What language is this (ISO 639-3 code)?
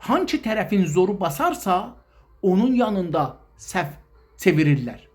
azb